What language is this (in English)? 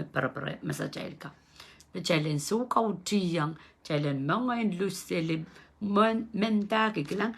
Pohnpeian